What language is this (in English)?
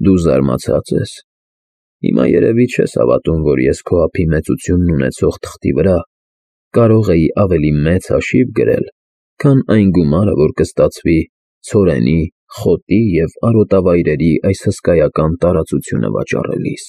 Armenian